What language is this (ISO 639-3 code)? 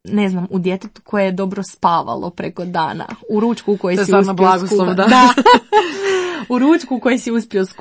hrv